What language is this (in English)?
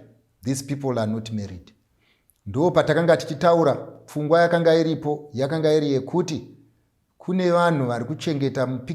Shona